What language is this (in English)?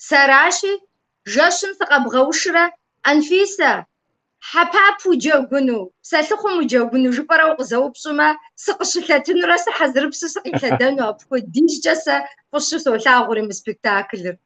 Kabardian